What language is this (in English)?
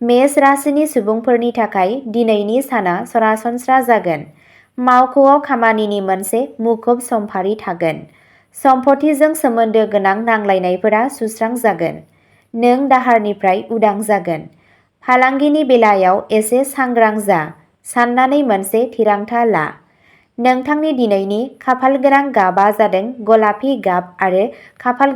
Bodo